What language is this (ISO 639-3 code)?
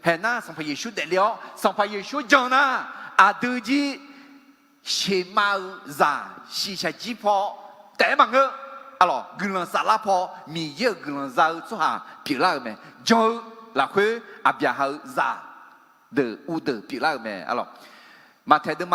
ahk